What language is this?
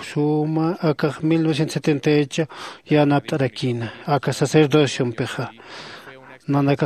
Aymara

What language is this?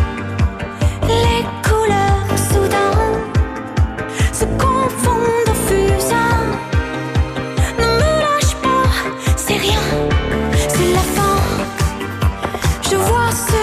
French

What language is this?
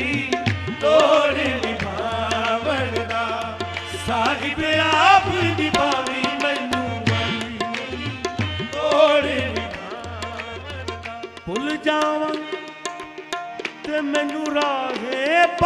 Punjabi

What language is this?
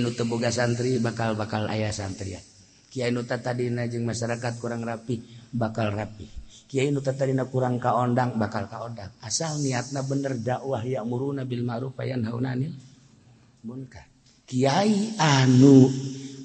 Sundanese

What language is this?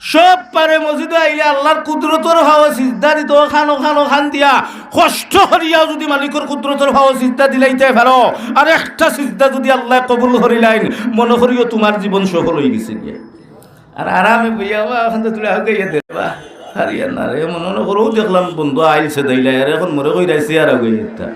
Sylheti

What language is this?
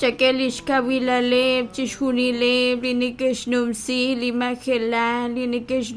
Kekchí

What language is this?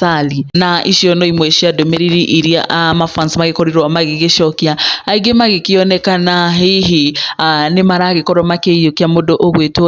Kikuyu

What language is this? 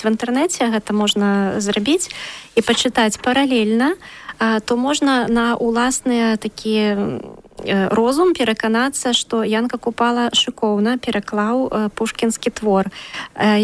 Belarusian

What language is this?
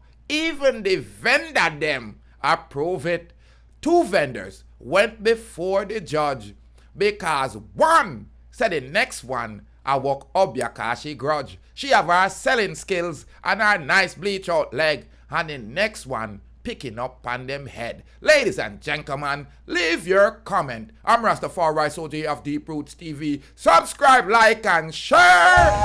Jamaican Creole English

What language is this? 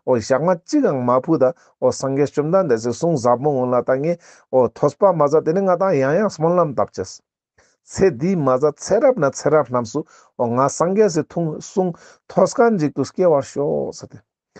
Ladakhi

